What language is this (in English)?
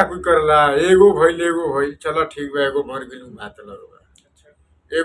Bhojpuri